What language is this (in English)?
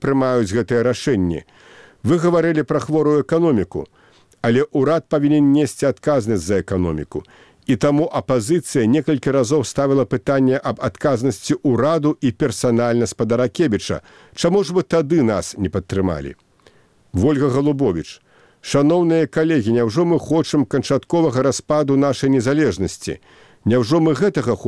Belarusian